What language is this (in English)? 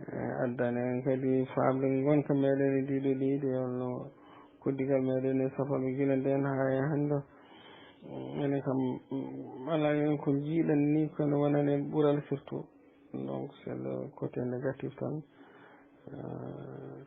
Fula